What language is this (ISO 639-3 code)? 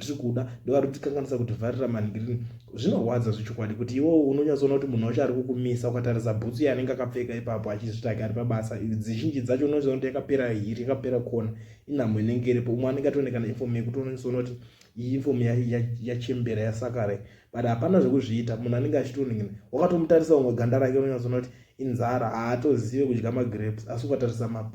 sna